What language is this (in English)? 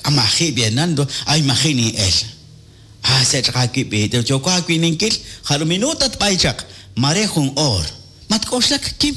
Kekchí